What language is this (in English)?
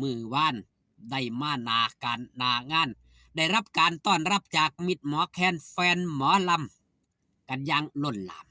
Northeastern Thai